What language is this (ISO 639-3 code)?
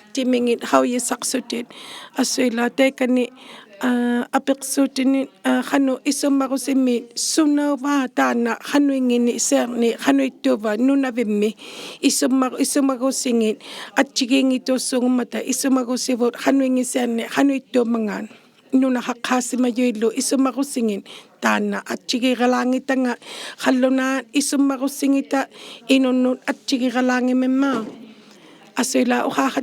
iku